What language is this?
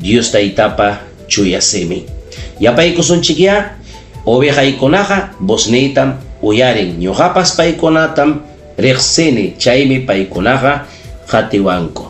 Ayacucho Quechua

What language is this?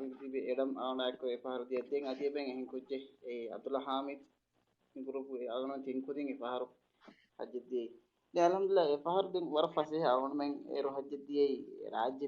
Divehi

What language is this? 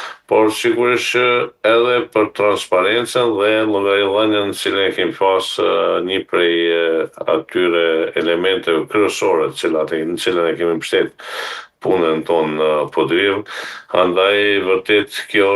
Albanian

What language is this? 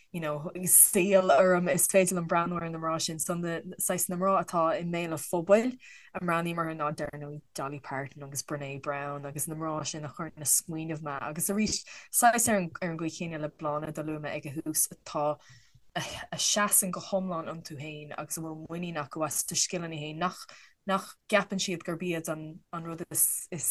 Irish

